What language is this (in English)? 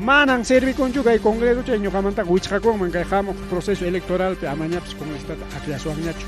Ayacucho Quechua